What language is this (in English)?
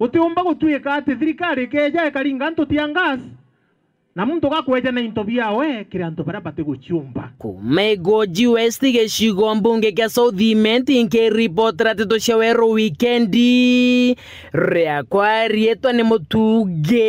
Meru